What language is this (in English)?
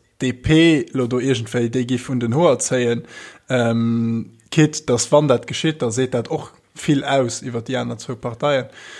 Luxembourgish